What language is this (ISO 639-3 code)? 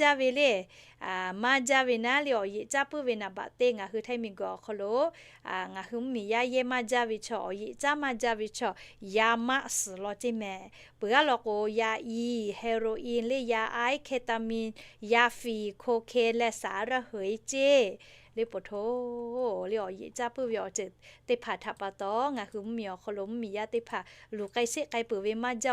lhu